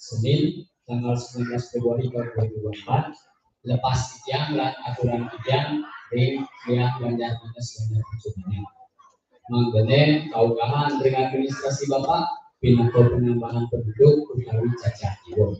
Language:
Balinese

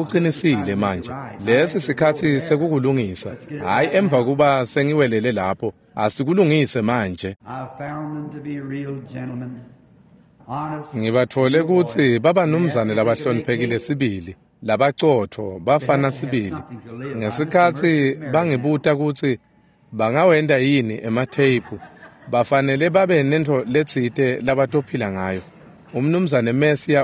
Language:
Swati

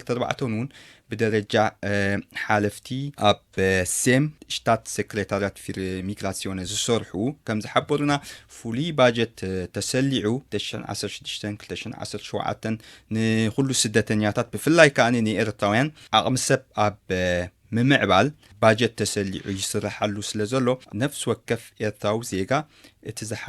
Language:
Tigrinya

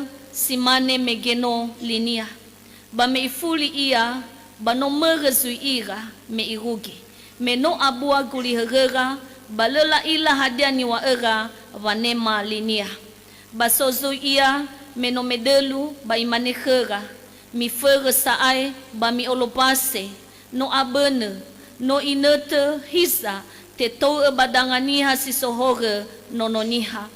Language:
Nias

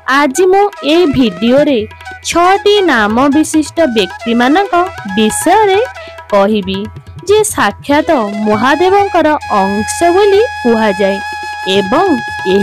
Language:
Odia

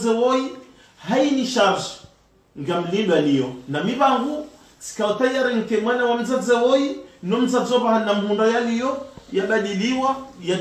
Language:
Ngazidja Comorian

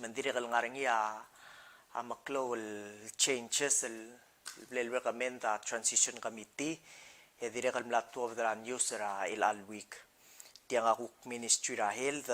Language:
Palauan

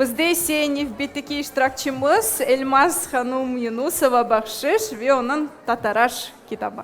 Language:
Crimean Tatar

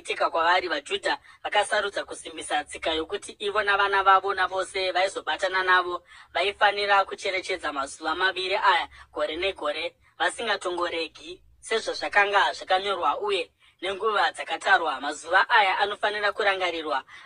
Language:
Shona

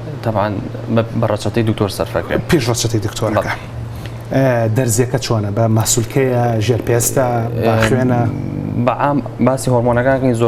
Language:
Central Kurdish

